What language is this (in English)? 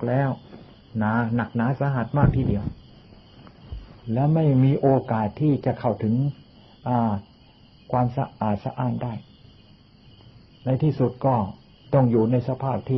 Thai